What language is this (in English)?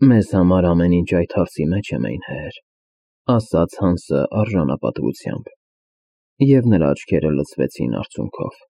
Armenian